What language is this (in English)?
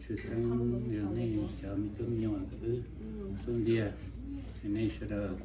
Hmong